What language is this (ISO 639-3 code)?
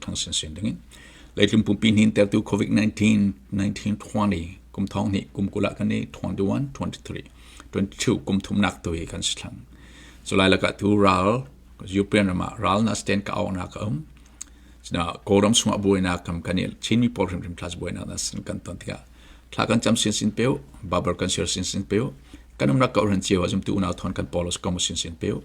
cfm